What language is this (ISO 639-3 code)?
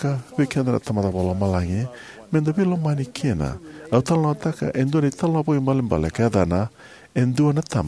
fij